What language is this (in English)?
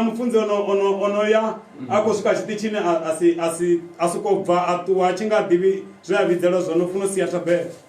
Venda